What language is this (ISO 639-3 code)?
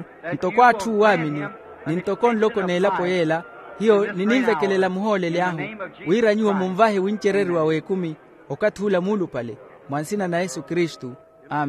vmw